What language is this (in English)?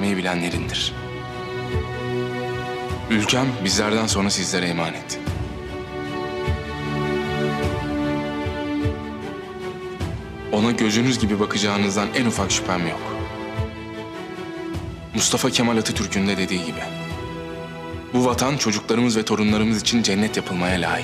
Turkish